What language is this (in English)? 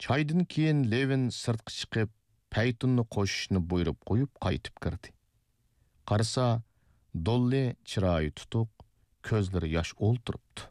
Uyghur